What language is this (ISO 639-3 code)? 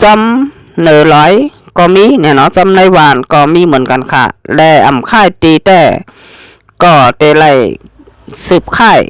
shn